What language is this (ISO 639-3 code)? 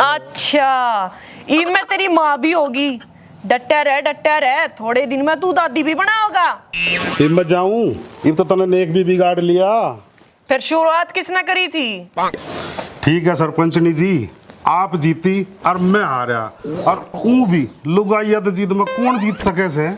bgc